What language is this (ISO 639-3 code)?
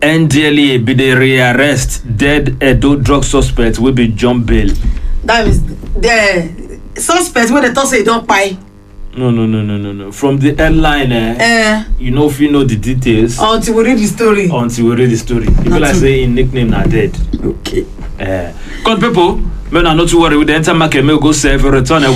pcm